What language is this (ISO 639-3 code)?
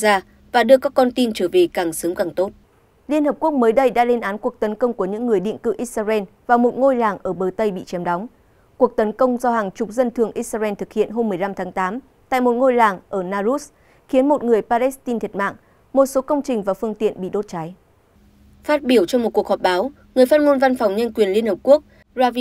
vie